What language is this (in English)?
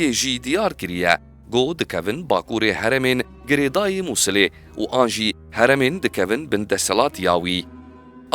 Kurdish